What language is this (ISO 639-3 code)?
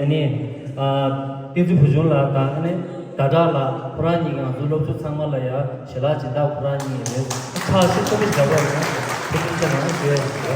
bod